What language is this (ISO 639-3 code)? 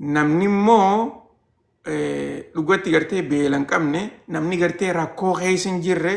orm